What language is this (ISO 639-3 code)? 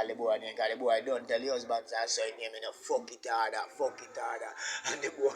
jam